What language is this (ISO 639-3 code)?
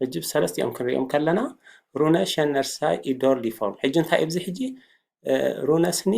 tir